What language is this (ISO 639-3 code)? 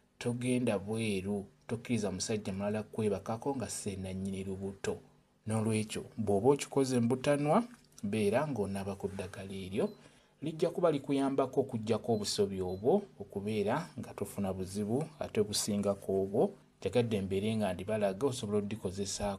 lug